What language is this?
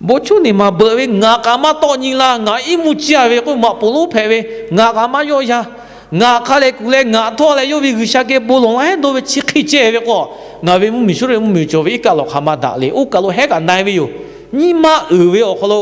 Lahu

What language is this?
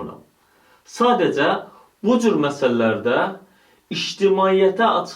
Azerbaijani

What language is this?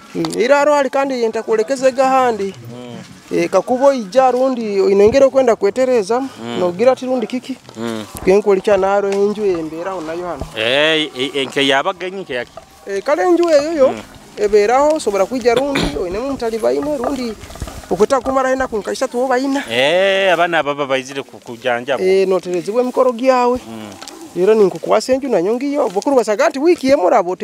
Nyoro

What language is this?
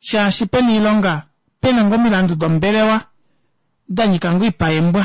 Kuanyama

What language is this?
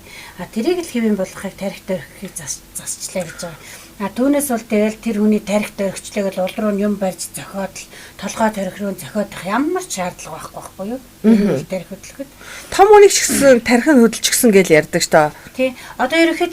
Mongolian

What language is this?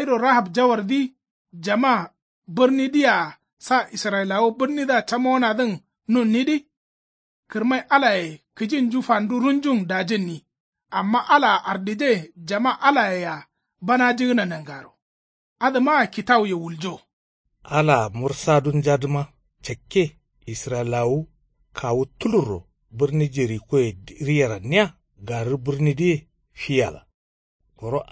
Kanuri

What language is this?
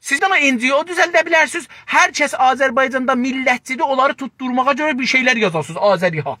South Azerbaijani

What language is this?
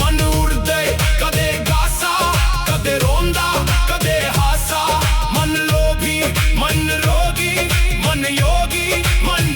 Dogri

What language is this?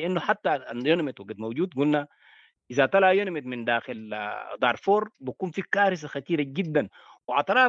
Sudanese Arabic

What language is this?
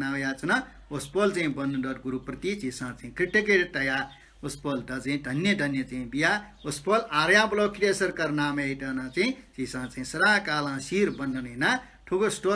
Newari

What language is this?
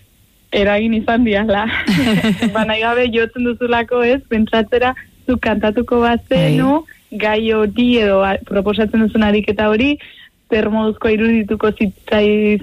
Basque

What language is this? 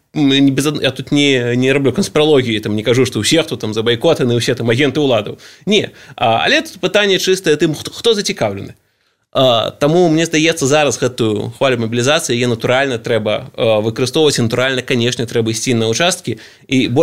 Belarusian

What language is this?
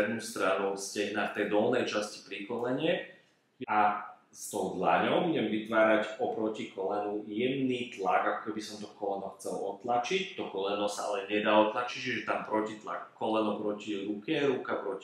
Slovak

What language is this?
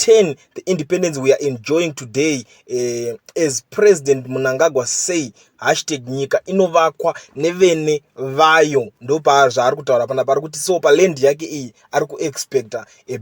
Shona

